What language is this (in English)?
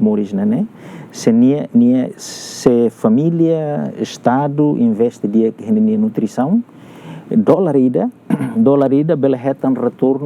Tetum